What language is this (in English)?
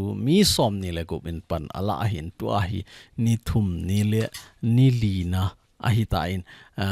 Thado Chin